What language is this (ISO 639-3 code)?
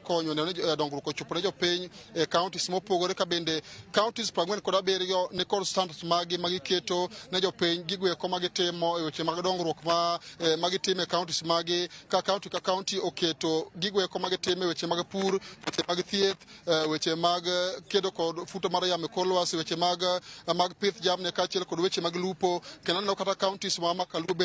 luo